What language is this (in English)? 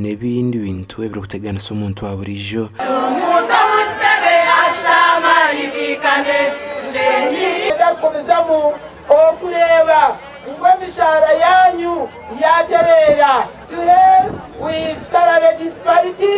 Nyankole